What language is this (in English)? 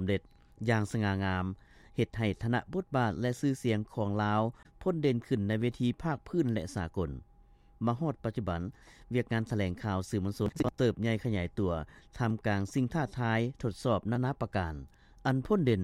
Lao